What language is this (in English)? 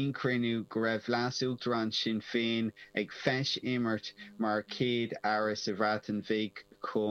Irish